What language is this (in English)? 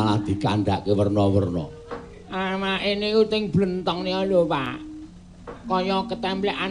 Javanese